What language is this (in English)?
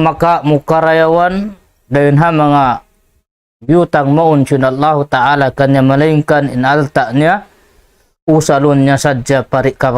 Tausug